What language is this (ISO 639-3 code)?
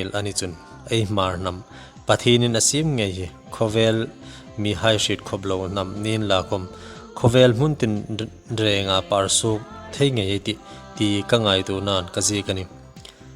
hmr